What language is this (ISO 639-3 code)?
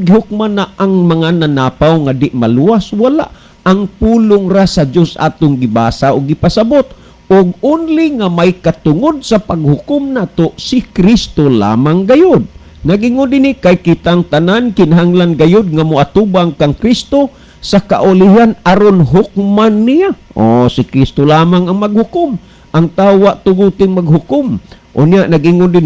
ceb